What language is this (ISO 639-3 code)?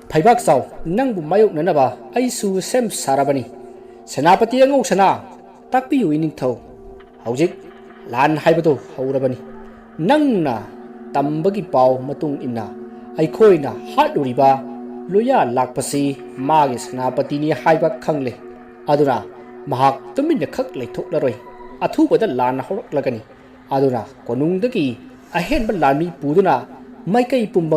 mni